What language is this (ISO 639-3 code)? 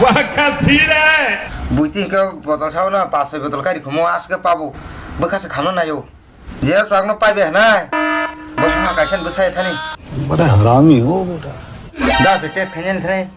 trp